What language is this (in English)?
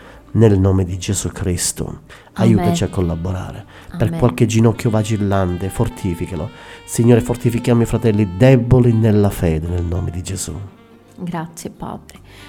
Italian